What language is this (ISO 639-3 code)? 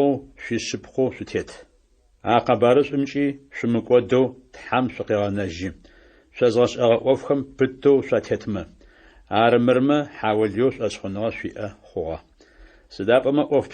ady